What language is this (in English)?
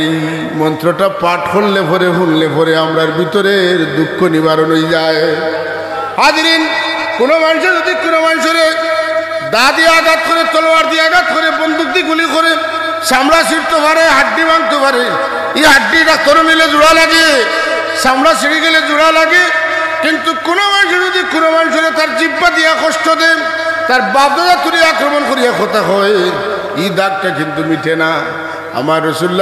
Sylheti